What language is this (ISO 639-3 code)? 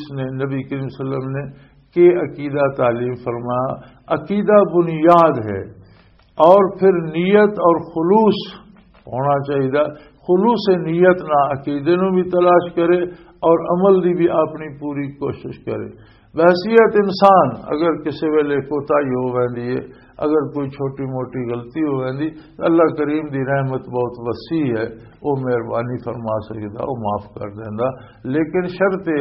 lah